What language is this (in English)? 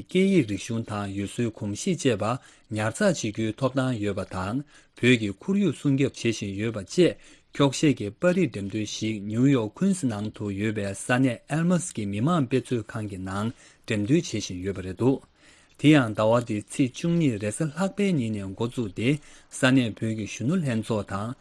Tibetan